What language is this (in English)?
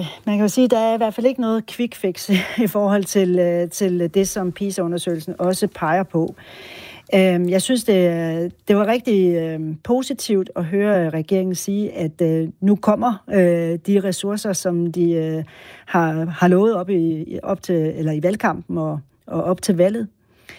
Danish